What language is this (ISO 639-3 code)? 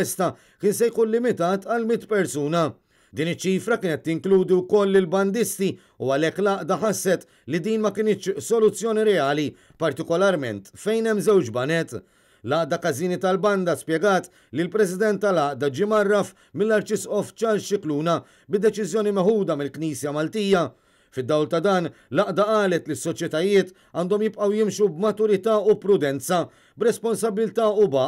mlt